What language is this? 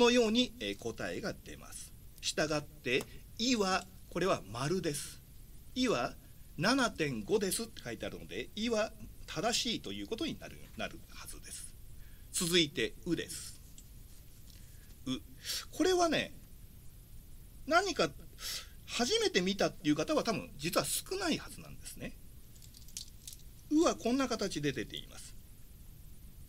Japanese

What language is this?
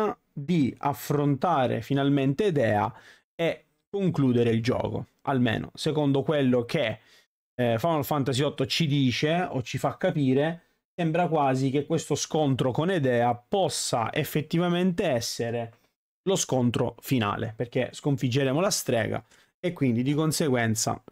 Italian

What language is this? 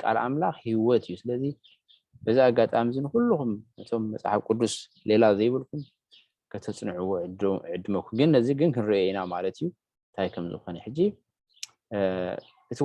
Tigrinya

